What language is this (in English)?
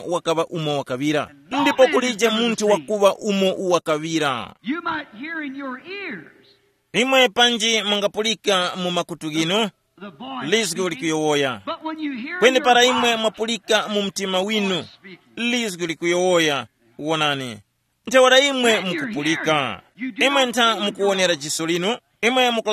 Tumbuka